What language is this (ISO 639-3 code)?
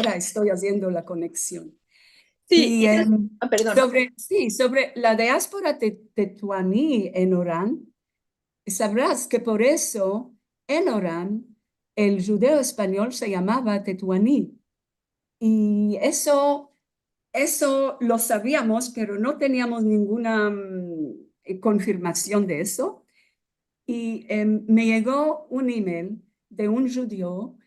lad